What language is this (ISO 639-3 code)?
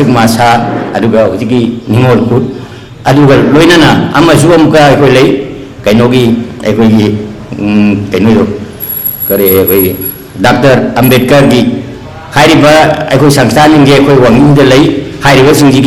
mni